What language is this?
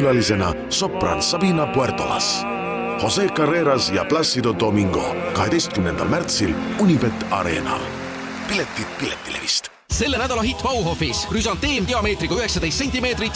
Estonian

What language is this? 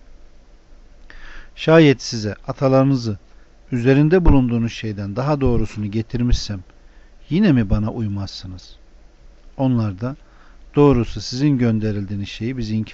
Turkish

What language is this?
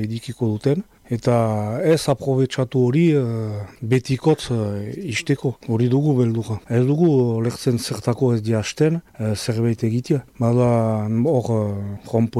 Basque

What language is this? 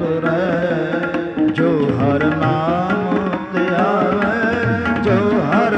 Punjabi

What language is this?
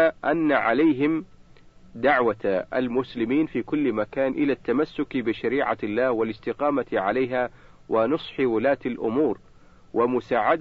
Arabic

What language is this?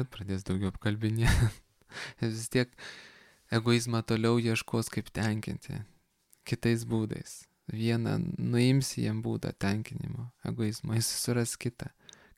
Lithuanian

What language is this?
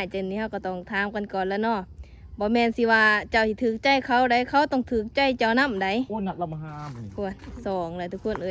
Lao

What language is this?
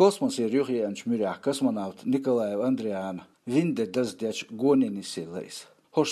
Chechen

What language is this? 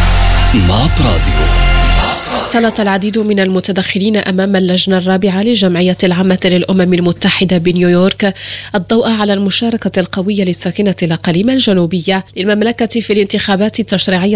Arabic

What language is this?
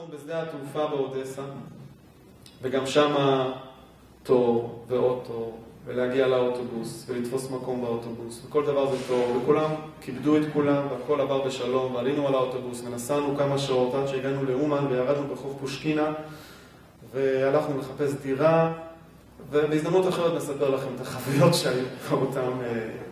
Hebrew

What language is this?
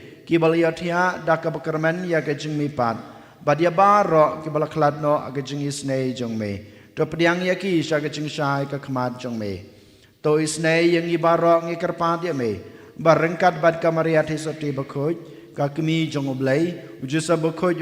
Khasi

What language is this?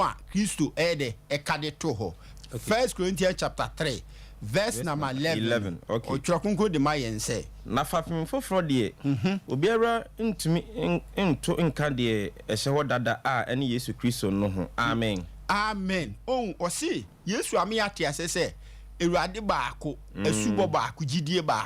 Akan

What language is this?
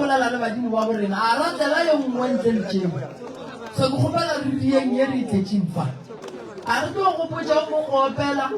Northern Sotho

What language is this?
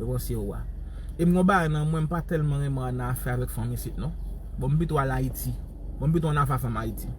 Haitian Creole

